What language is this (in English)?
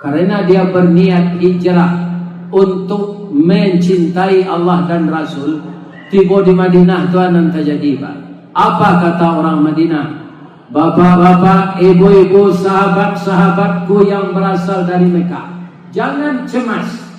Minangkabau